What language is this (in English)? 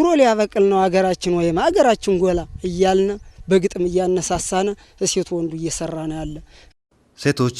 Amharic